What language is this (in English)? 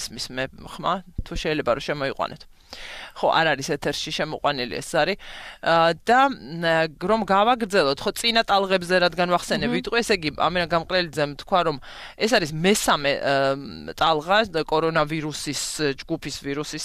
Georgian